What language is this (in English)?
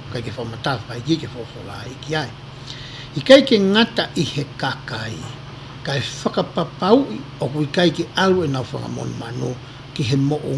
Tongan